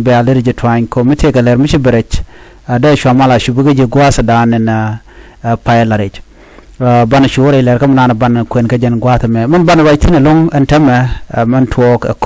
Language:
Nuer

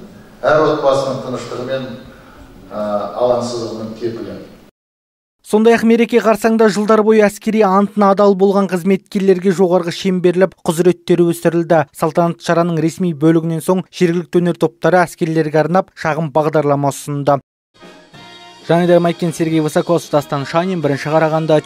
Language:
Kazakh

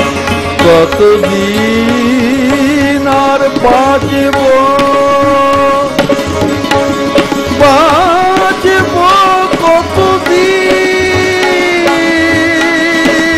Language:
Bangla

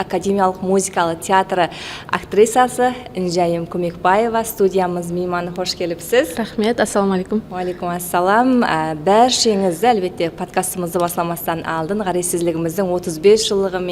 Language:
Kara-Kalpak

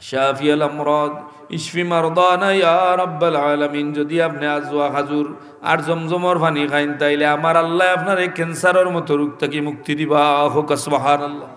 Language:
Sylheti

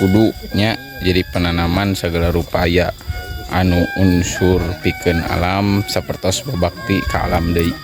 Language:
Sundanese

